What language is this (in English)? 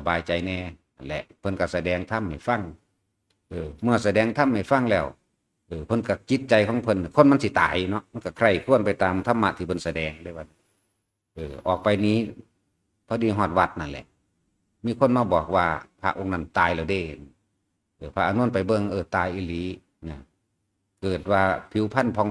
Lao